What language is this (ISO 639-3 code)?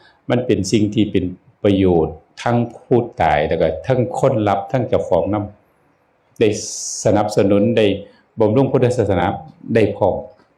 tts